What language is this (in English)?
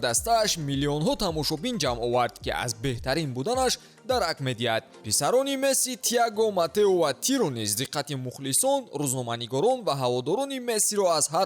Tajik